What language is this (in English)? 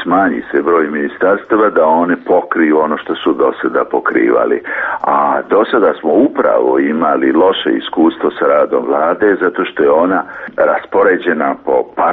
Serbian